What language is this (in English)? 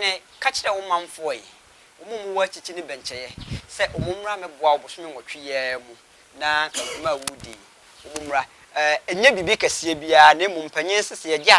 Akan